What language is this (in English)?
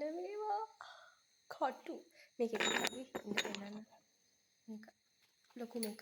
Sinhala